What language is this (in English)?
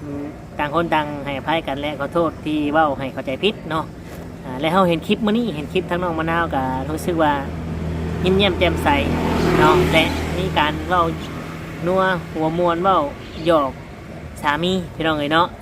Lao